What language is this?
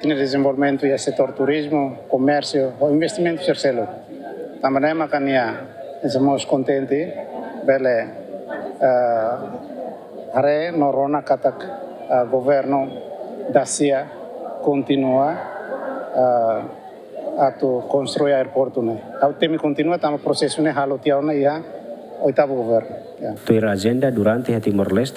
Tetum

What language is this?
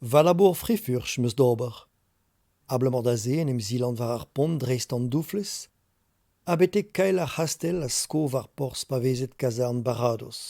Breton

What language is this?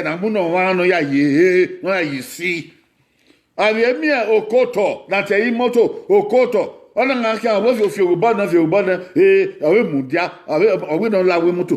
Bini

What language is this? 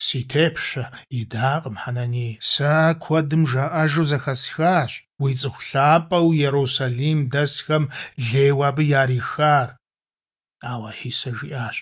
Kabardian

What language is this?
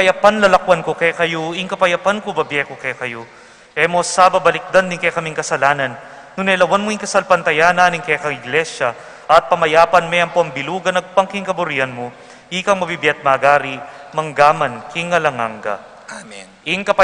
Pampanga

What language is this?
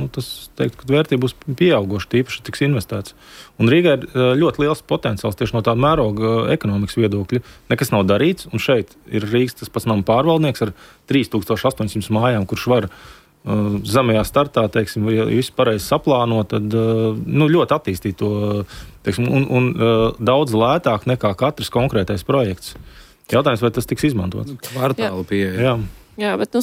Latvian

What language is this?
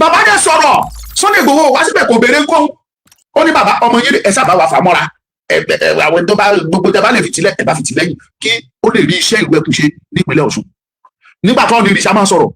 Yoruba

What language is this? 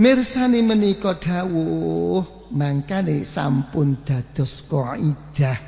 Javanese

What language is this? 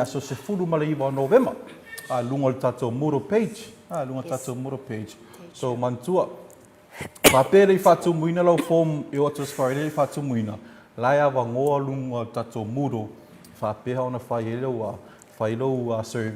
Samoan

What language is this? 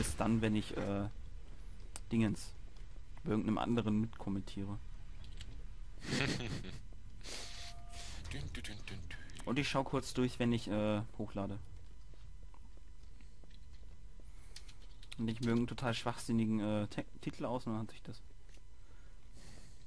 German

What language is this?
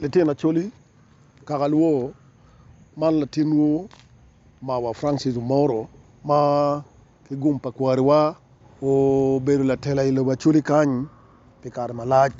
Acoli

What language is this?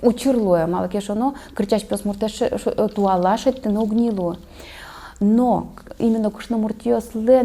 Udmurt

